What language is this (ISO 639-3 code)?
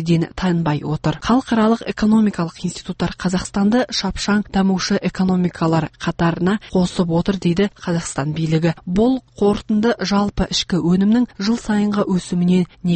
kaz